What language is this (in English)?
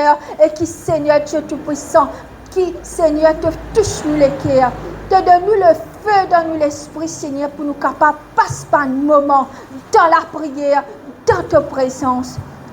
Morisyen